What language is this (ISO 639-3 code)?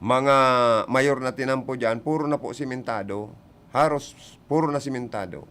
bik